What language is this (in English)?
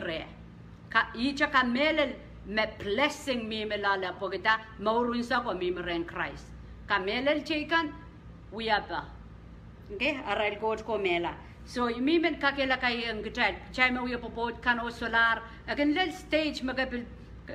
Pohnpeian